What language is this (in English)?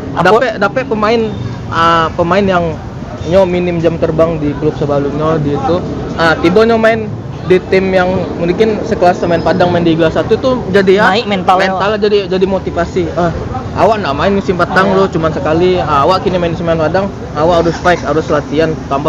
Minangkabau